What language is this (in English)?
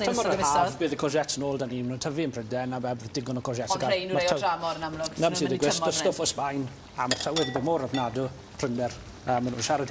Welsh